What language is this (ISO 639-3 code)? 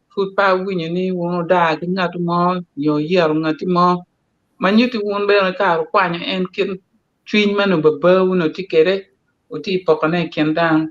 ach